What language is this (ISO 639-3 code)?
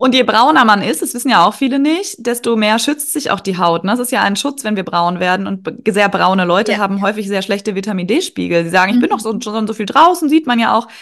deu